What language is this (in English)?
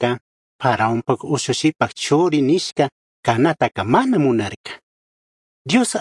Chimborazo Highland Quichua